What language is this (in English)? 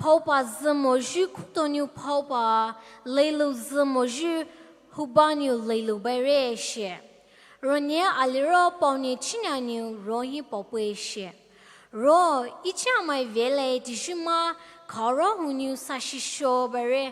Poumei Naga